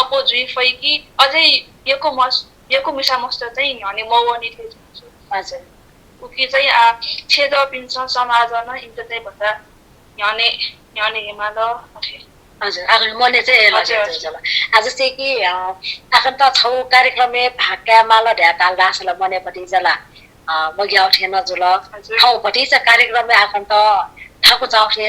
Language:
Newari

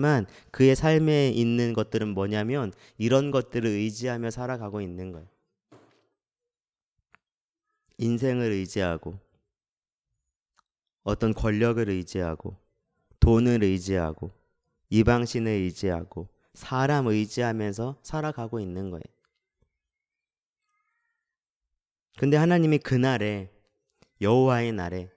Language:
Korean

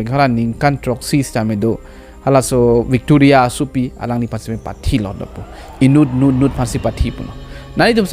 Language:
Karbi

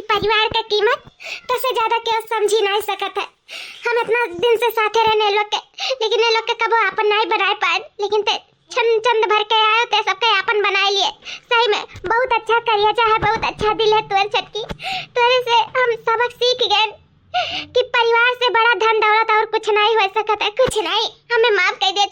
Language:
Awadhi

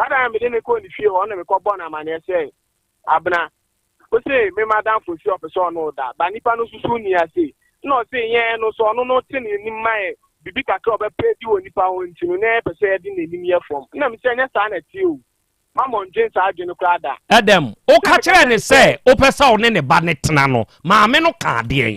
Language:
Akan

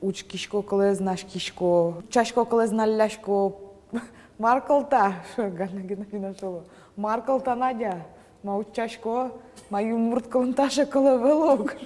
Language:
Udmurt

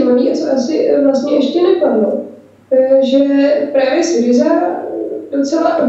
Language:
Czech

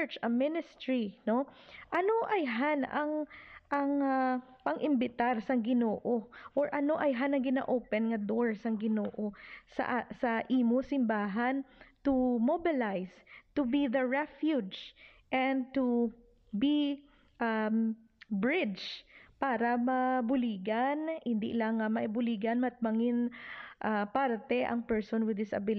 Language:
Hiligaynon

